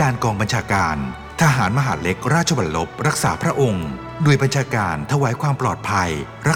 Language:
Thai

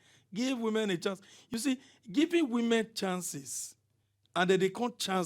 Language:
Nigerian Pidgin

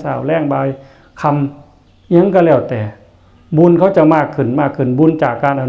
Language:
Northeastern Thai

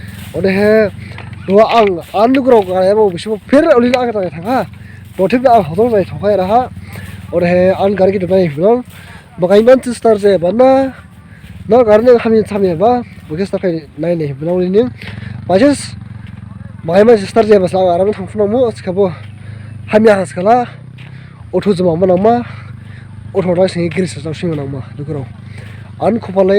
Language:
Dimasa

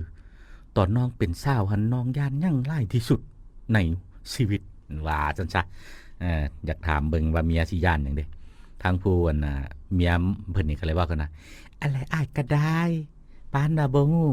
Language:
Lao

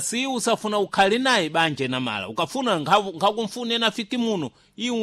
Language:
Sena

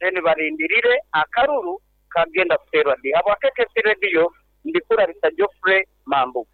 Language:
Nyoro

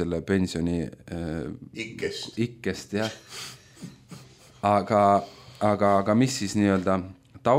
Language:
Estonian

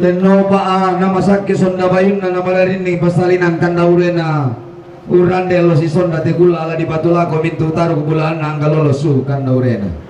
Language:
Toraja-Sa'dan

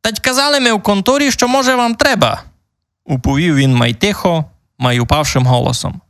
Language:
Rusyn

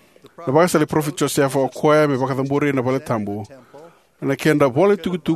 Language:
Fijian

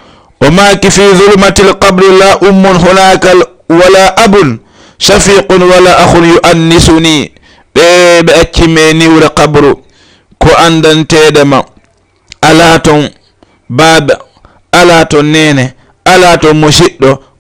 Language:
Fula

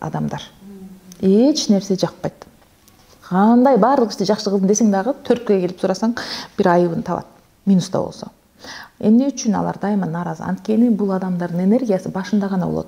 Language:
Kyrgyz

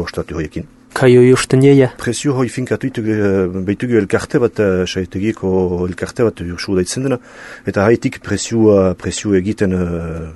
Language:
Basque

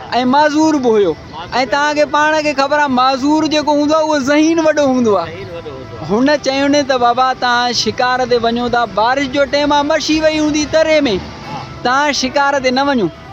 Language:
Sindhi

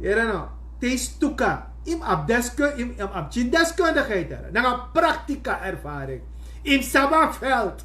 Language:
Sranan Tongo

